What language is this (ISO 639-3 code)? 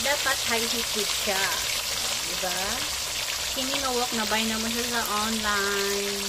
ceb